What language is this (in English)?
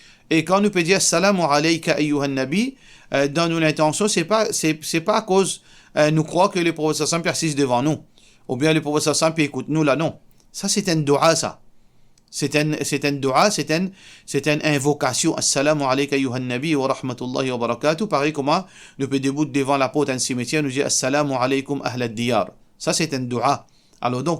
Morisyen